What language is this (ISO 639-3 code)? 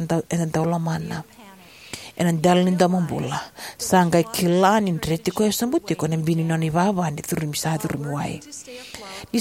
fij